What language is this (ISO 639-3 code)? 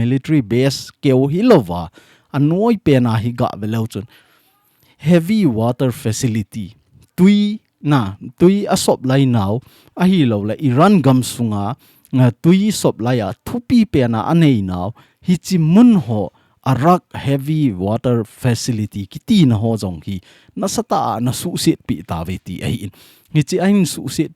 tcz